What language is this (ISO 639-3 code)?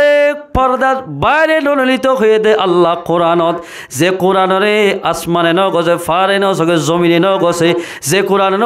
rhg